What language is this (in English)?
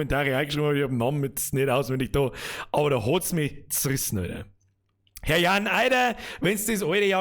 Bavarian